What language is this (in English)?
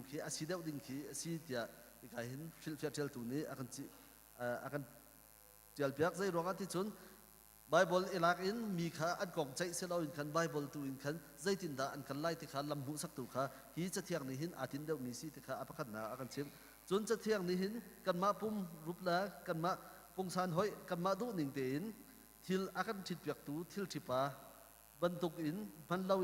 Hakha Chin